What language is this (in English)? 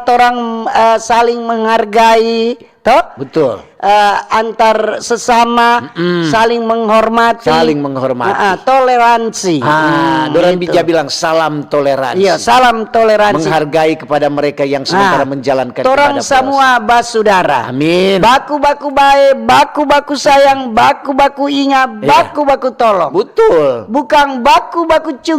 Manado Malay